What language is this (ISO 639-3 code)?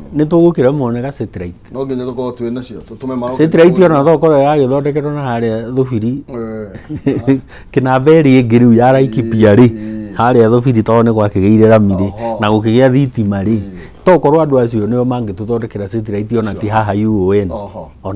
kik